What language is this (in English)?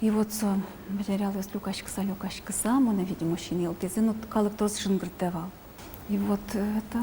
Udmurt